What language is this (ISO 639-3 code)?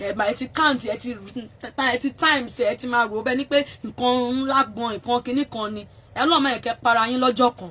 yor